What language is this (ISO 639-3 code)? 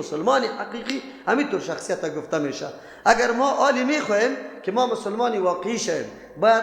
fas